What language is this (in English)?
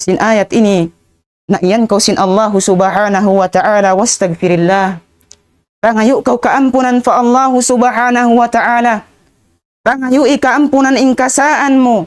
Tausug